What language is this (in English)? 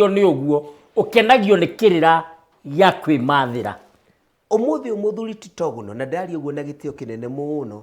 Kikuyu